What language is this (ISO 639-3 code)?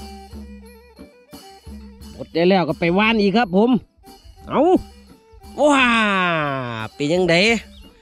tha